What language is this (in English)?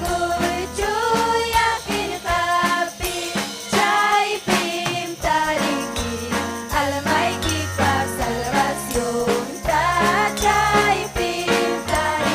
Ayacucho Quechua